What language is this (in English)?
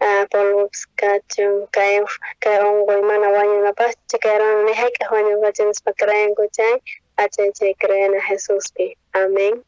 South Bolivian Quechua